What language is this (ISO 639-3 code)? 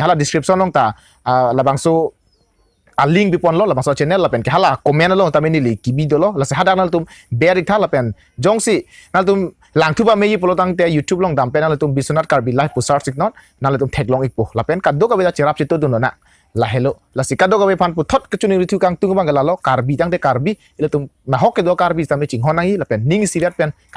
mjw